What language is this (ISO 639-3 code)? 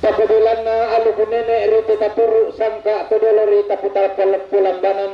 sda